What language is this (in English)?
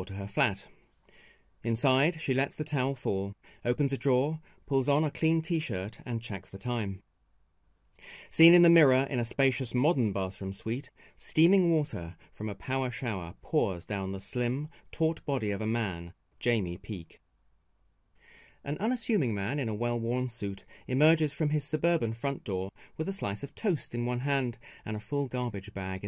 English